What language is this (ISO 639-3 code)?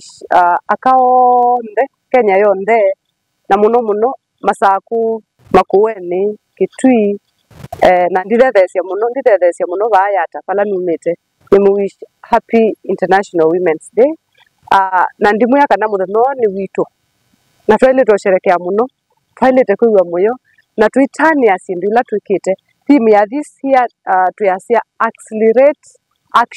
kam